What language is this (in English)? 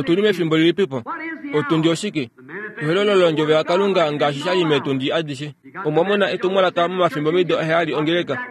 Kuanyama